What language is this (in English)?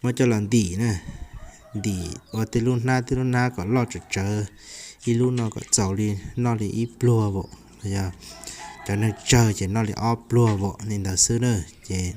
Hmong